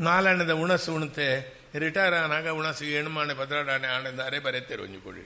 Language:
Tulu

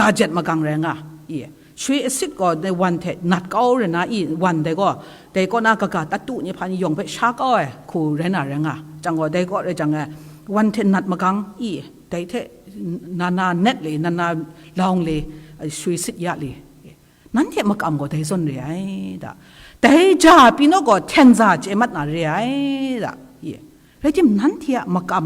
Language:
Kachin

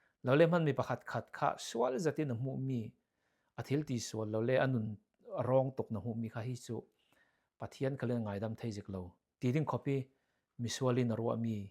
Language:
Falam Chin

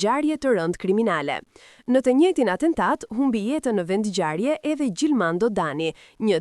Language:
Albanian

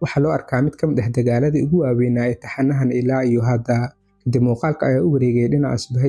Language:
Somali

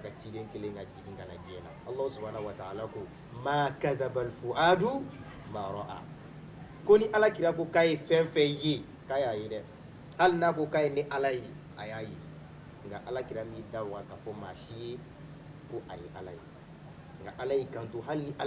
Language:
Bambara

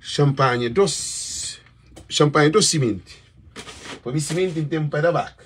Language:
Kabuverdianu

